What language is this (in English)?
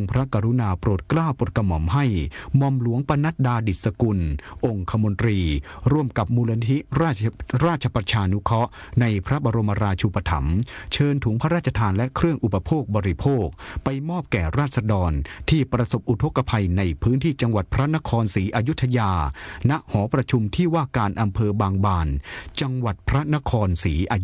Thai